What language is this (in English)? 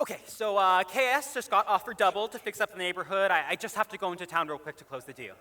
Hawaiian